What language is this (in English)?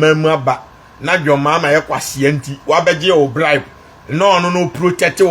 Akan